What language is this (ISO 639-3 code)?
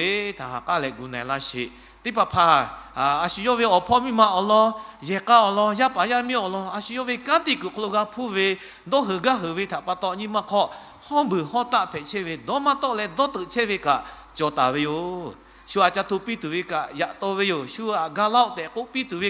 lhu